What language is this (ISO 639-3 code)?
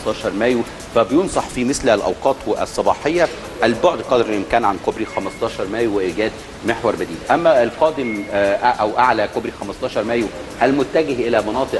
arz